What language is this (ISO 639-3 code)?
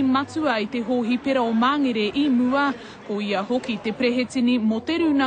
mri